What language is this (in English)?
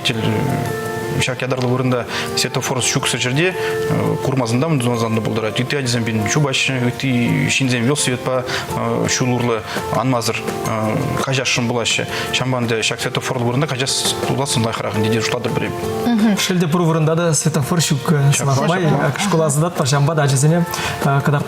Chuvash